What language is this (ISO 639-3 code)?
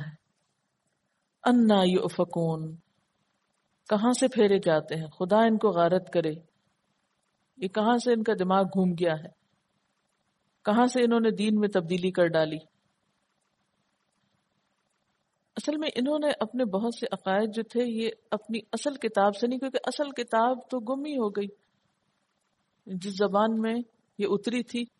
urd